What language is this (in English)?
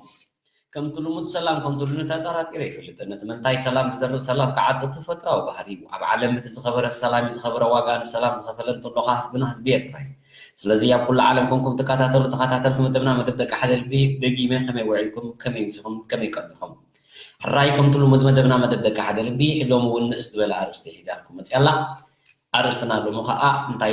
Tigrinya